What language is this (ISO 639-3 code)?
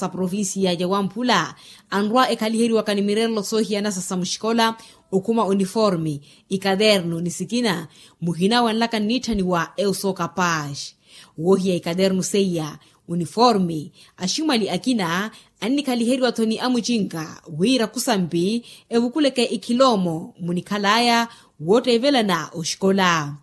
vmw